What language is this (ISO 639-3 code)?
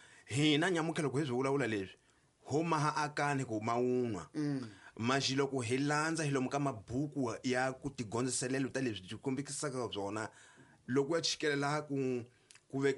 tso